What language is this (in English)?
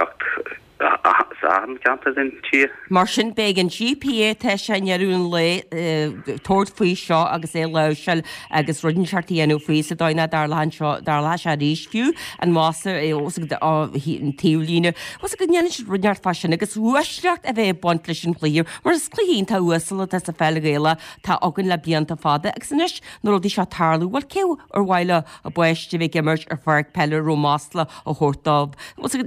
Irish